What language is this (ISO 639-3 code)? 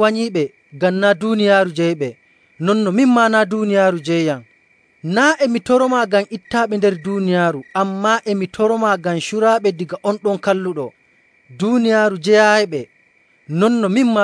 fuv